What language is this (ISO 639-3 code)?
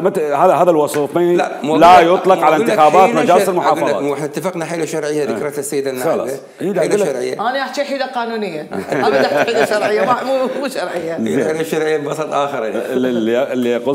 acm